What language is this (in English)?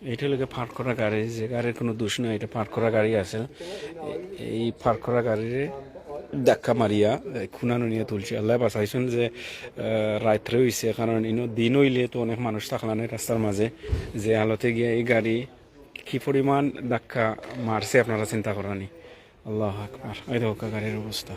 Sylheti